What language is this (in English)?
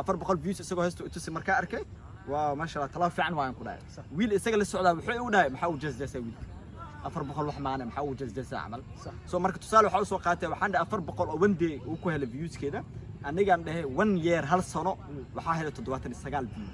Somali